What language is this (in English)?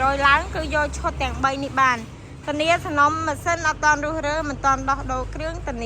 Khmer